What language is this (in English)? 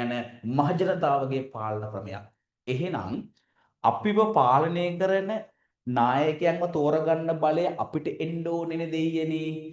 Sinhala